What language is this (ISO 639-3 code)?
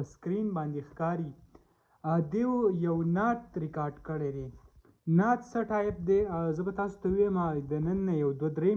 pus